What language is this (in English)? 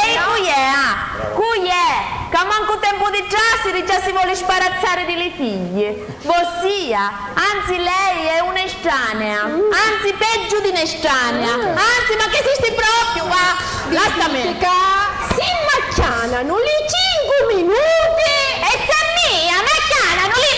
Sicilian